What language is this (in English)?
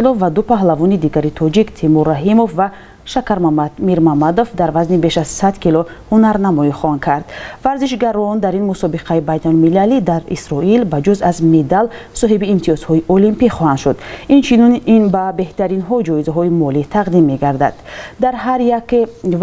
Tajik